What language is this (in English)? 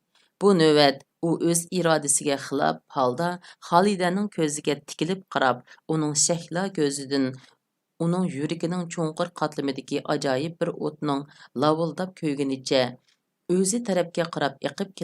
Uyghur